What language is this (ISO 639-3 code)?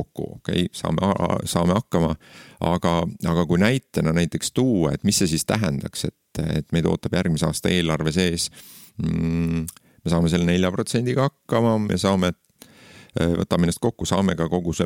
est